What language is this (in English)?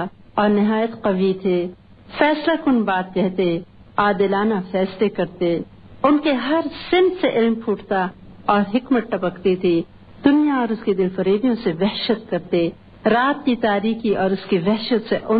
Urdu